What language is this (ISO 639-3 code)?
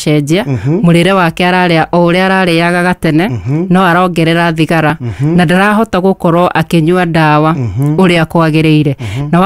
kik